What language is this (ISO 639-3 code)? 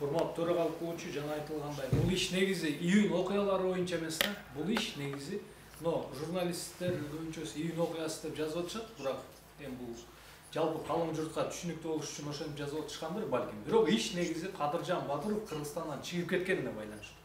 kir